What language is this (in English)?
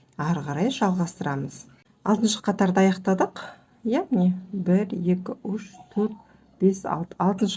Kazakh